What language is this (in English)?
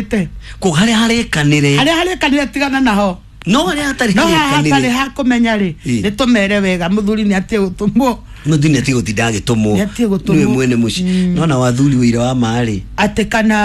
Kikuyu